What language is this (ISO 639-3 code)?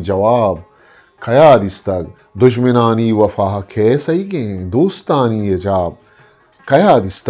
bgp